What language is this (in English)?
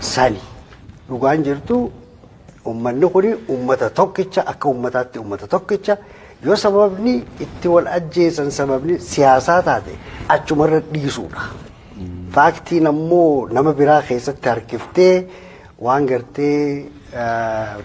Oromo